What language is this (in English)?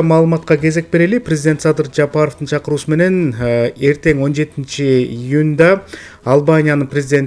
Kyrgyz